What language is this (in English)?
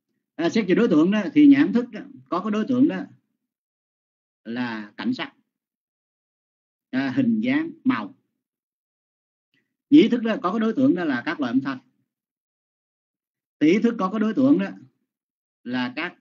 Vietnamese